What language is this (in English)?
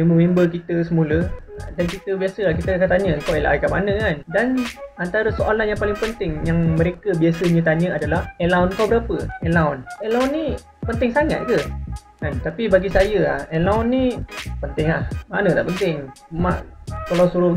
Malay